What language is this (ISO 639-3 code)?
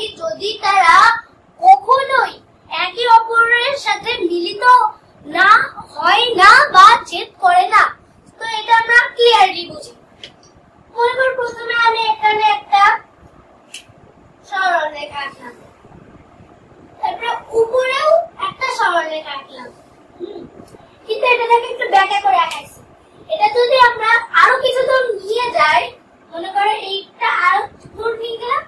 ben